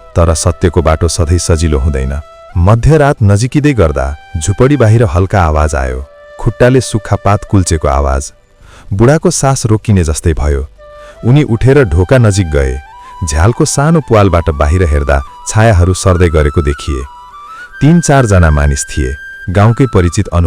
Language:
Nepali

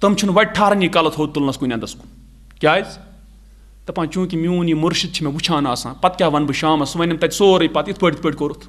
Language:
Kashmiri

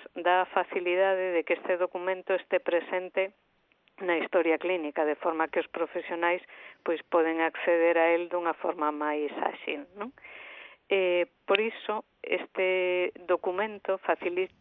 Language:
Galician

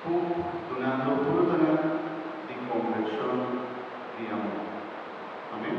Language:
Papiamento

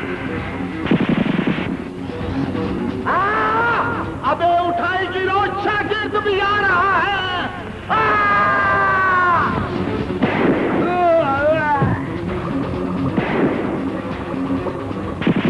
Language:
Punjabi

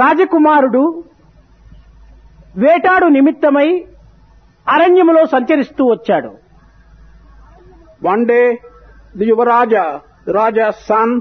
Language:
Telugu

